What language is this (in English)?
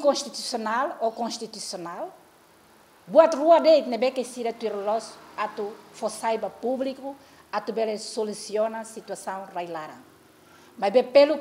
Tetum